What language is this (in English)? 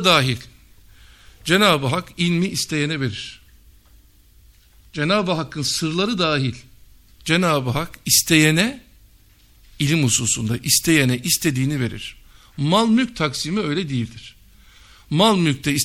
Turkish